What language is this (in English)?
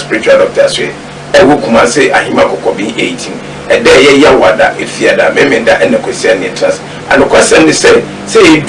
Akan